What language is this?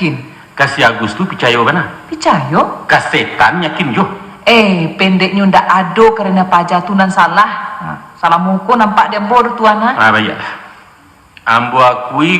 Minangkabau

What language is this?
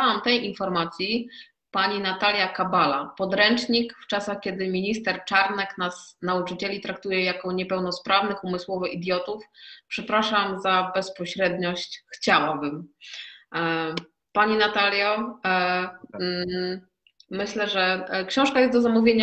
Polish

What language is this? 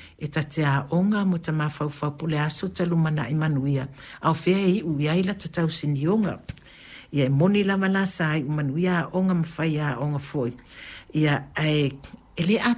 Samoan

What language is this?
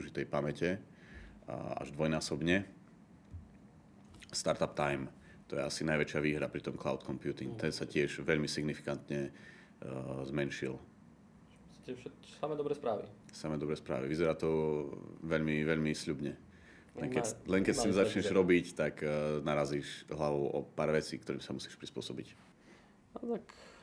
Slovak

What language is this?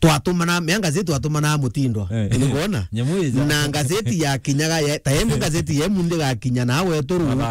Meru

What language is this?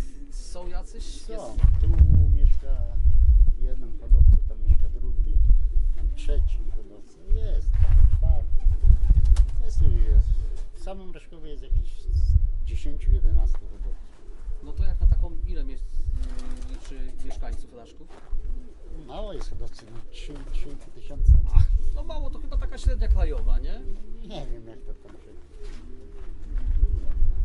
Polish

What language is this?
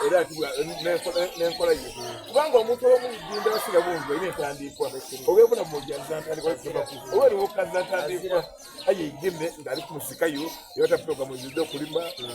Soga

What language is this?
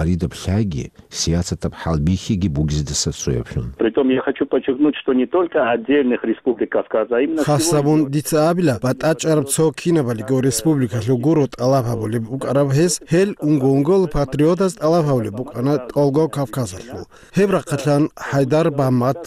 Avaric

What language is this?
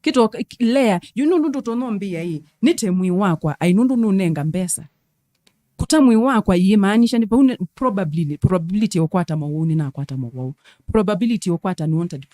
Kamba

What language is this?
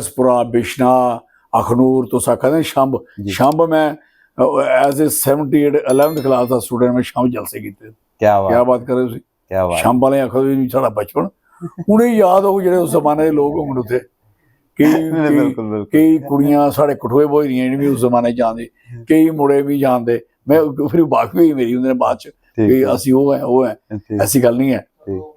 Dogri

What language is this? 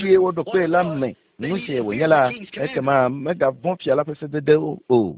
Ewe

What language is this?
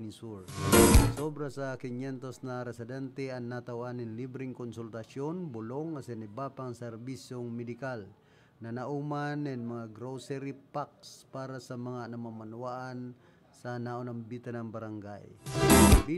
Bikol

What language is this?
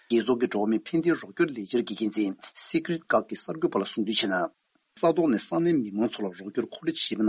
Tibetan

